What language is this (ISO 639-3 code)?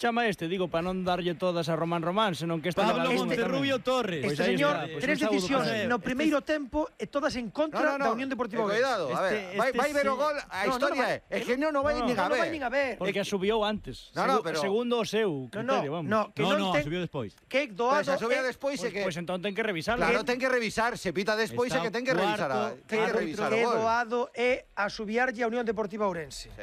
glg